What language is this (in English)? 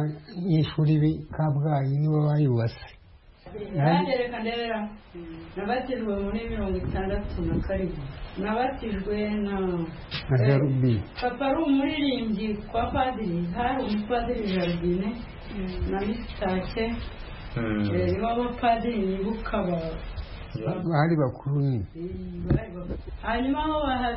Kinyarwanda